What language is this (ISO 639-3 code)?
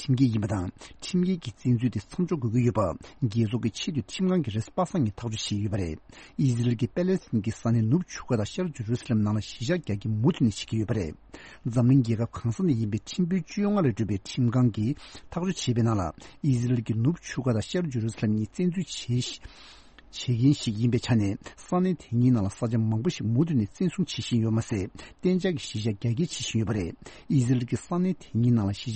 bod